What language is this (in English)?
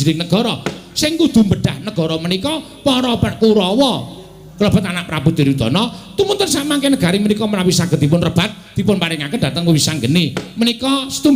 Javanese